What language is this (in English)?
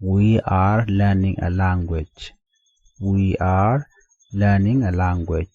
Nuer